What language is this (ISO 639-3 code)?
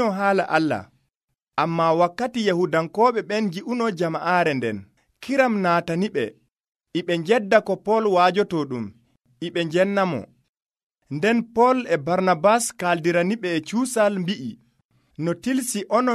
fuv